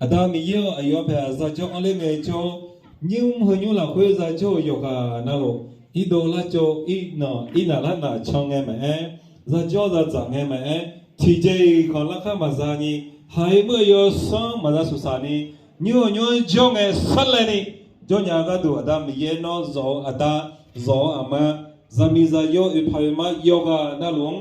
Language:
Akha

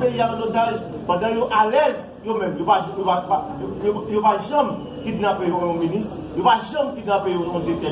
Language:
Haitian Creole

